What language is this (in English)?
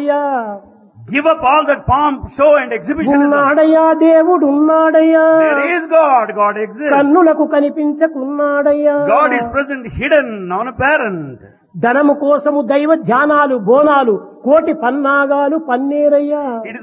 Telugu